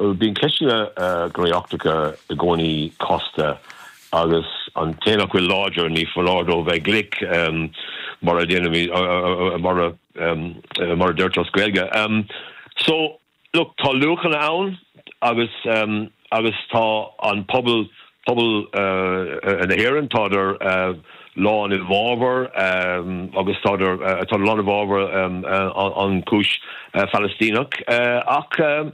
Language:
Irish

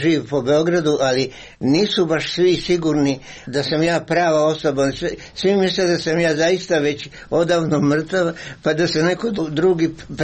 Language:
Serbian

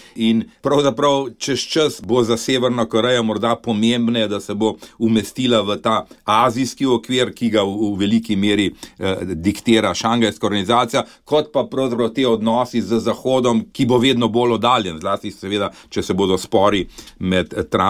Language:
Slovenian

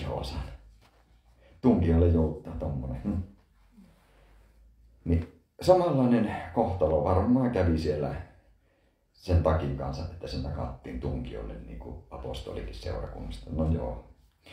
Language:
Finnish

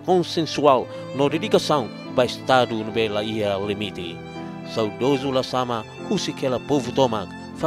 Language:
Tetum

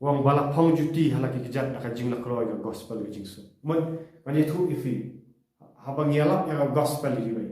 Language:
Khasi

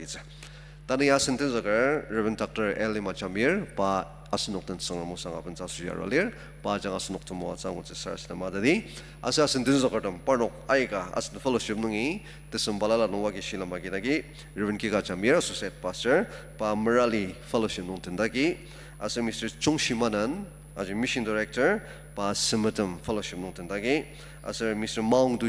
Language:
Ao Naga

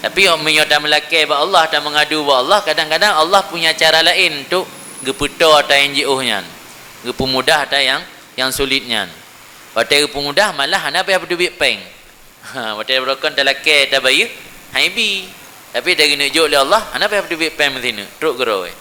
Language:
Achinese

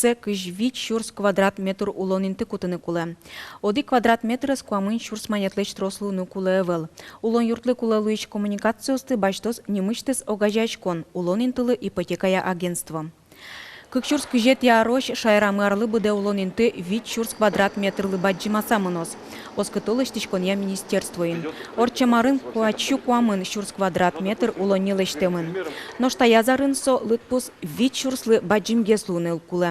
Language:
Udmurt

